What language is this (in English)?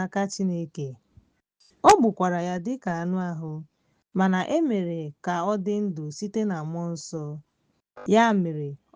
Igbo